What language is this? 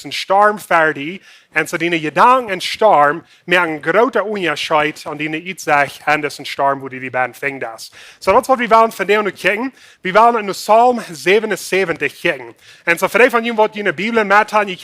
Plautdietsch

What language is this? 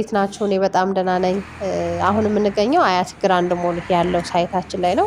Amharic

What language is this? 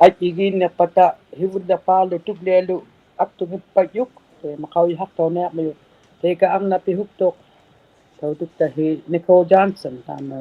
Inuktitut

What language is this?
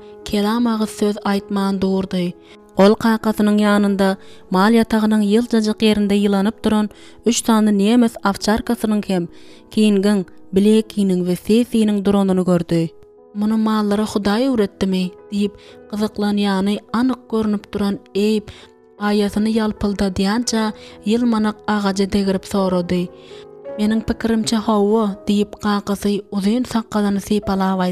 Turkmen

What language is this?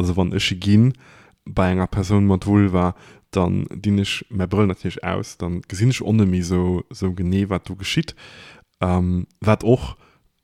Luxembourgish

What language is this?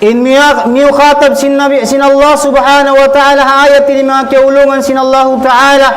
Tausug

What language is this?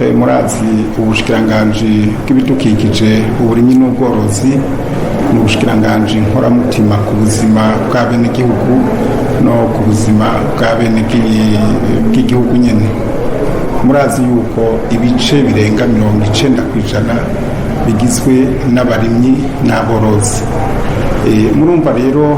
Rundi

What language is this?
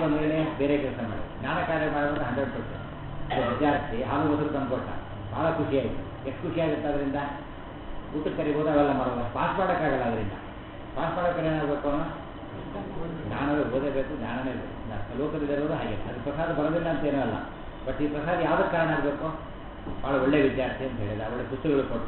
Kannada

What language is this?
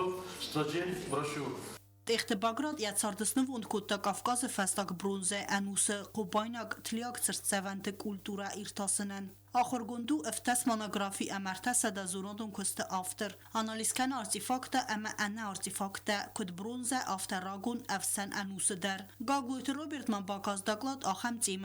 Ossetic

